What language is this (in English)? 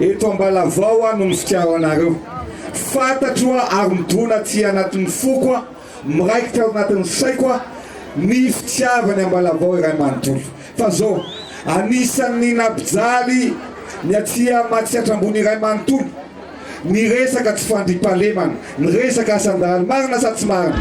Malagasy